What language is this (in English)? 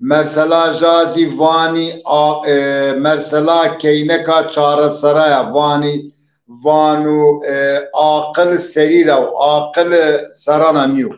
Zaza